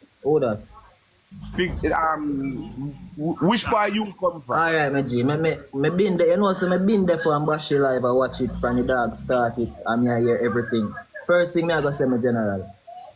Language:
Jamaican Creole English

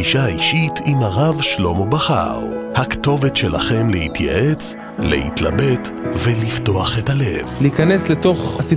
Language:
Hebrew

